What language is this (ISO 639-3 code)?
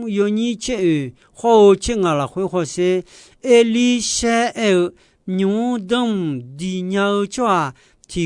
ahk